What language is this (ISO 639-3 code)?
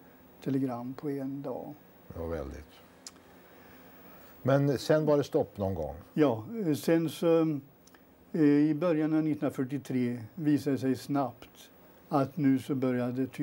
swe